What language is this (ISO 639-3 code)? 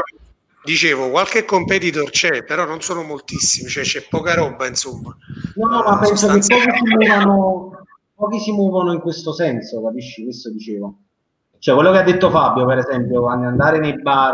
ita